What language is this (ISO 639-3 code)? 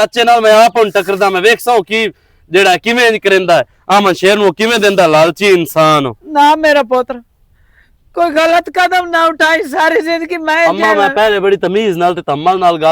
lah